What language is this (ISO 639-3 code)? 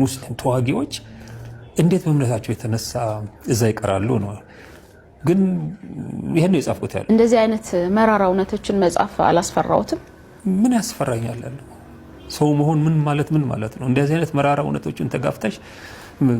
amh